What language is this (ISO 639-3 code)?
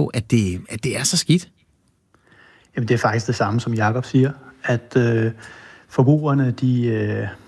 dan